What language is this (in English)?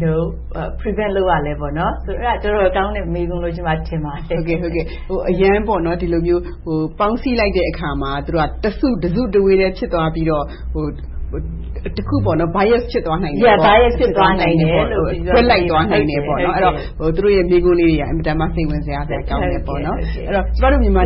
Burmese